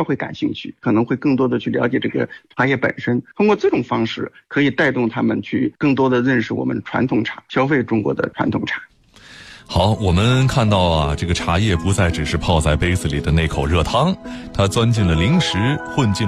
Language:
Chinese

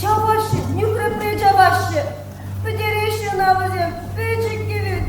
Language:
Chuvash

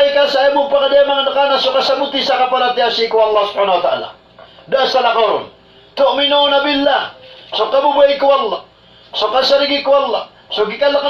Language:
Maranao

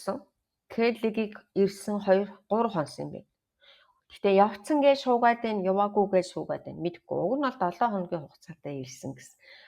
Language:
Mongolian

